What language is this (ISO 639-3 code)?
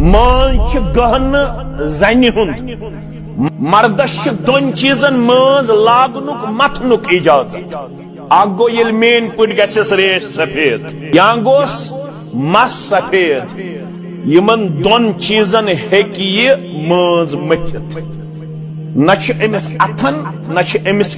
kas